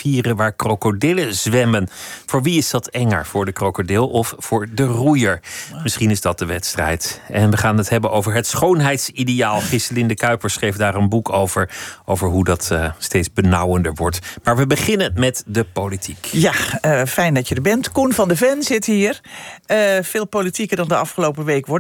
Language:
Dutch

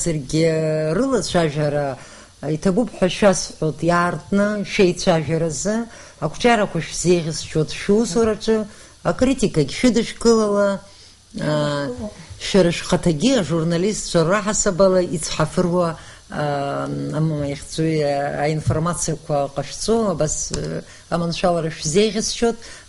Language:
Abkhazian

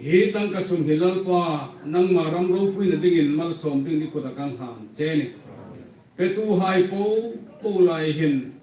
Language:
Hmar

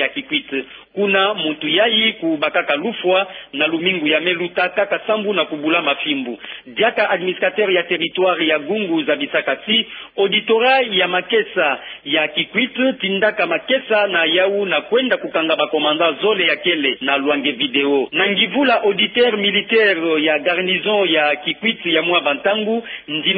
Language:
Kituba (Democratic Republic of Congo)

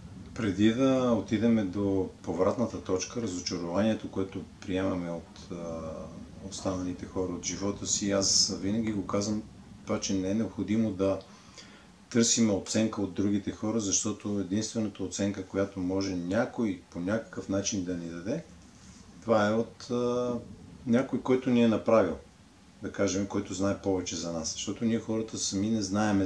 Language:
Bulgarian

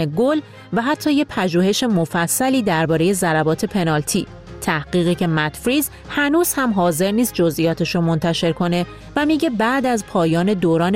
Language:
Persian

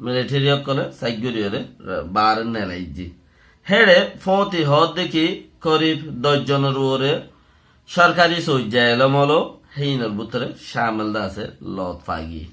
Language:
Rohingya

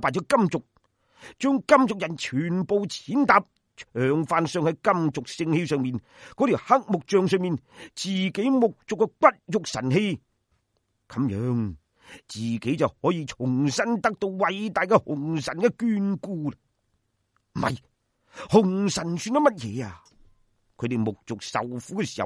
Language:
Cantonese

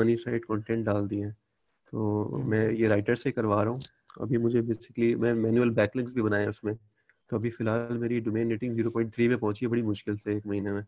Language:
Hindi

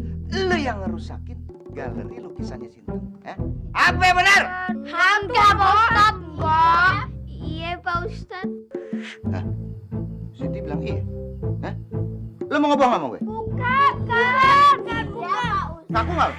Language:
Betawi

